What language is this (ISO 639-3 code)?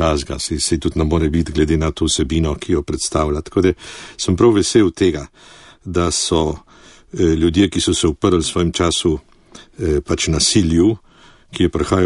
slv